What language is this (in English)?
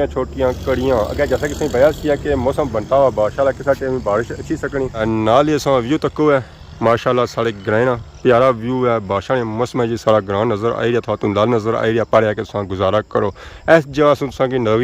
Pahari-Potwari